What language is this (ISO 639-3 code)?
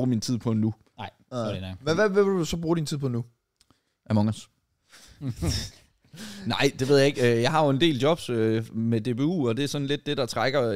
dan